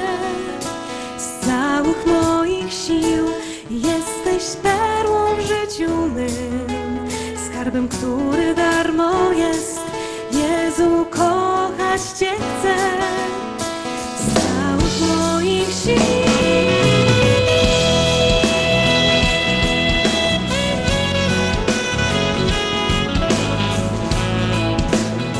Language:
Polish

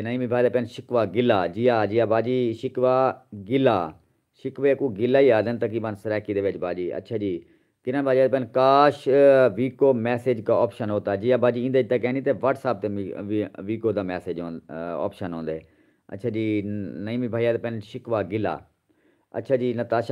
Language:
Saraiki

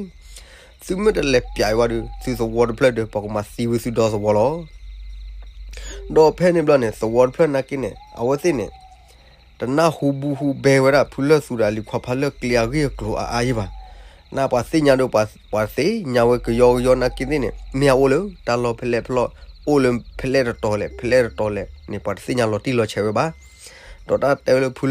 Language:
S'gaw Karen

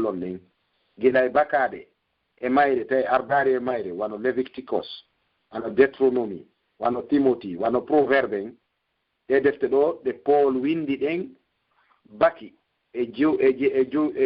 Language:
Pular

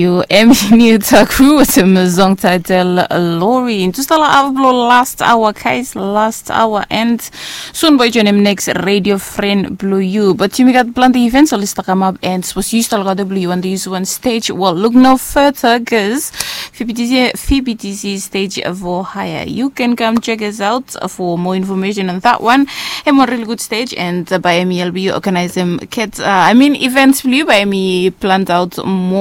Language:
Bislama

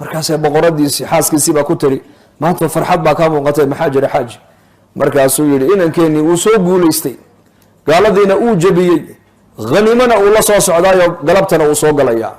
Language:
Somali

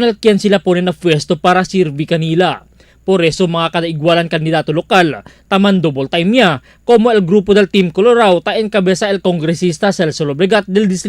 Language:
Chavacano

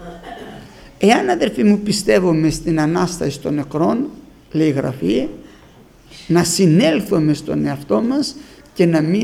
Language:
Greek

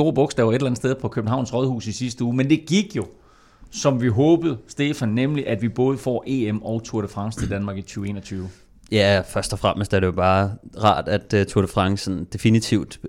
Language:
Danish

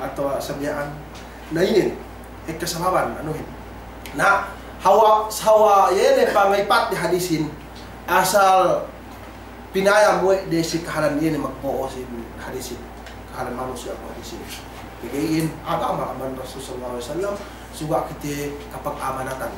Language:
Yakan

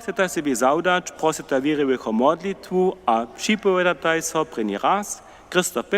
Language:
Upper Sorbian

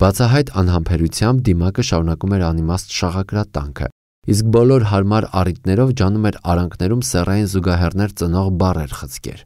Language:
Armenian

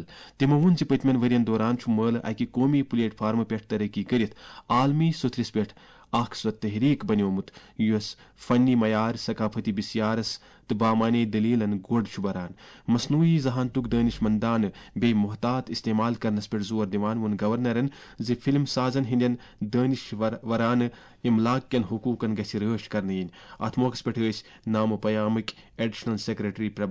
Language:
Kashmiri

